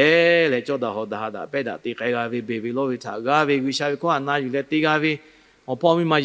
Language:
Lahu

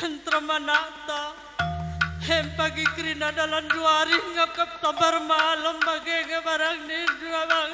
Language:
Batak Karo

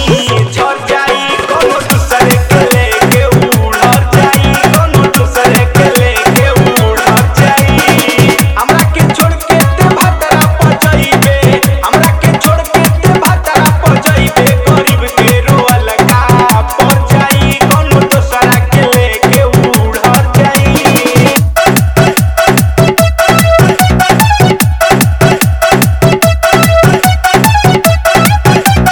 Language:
Bhojpuri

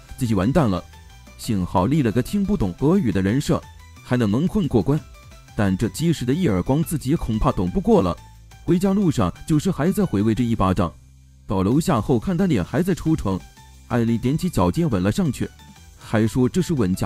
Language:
Chinese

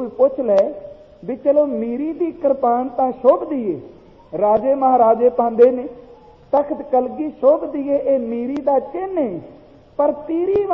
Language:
Punjabi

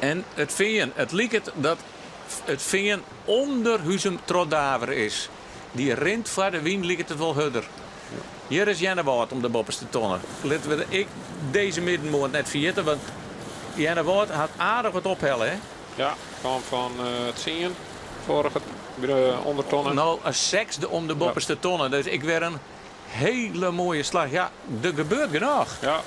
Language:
Western Frisian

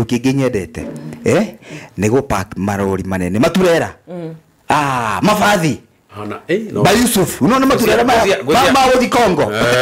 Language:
Kikuyu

